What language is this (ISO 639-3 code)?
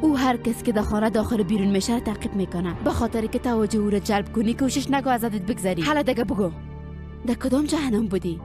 fas